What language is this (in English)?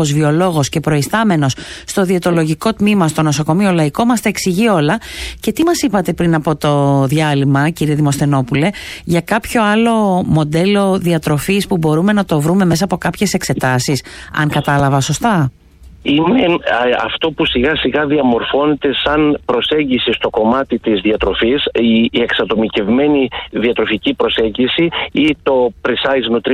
Greek